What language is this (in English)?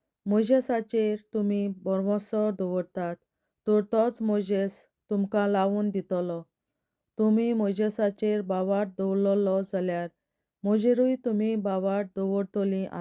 Konkani